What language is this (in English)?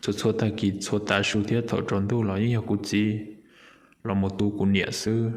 Hmong